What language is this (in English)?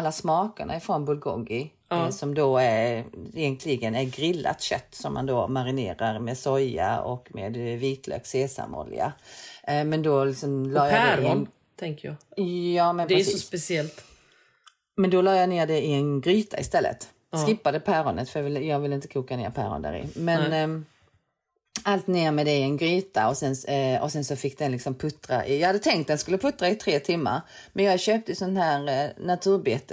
Swedish